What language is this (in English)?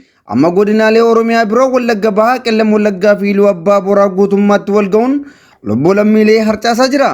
Oromo